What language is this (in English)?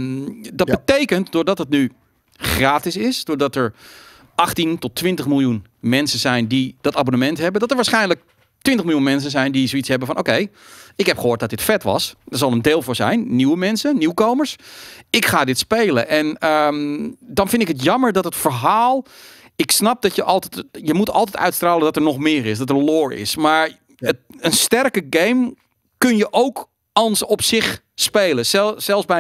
Dutch